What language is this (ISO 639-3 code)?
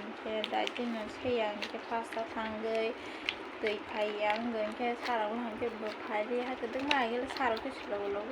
trp